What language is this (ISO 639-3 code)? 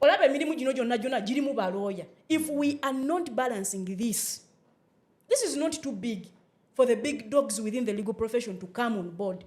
lug